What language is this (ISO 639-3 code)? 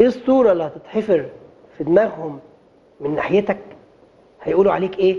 arz